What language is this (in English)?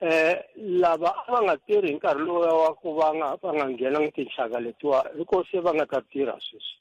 Tsonga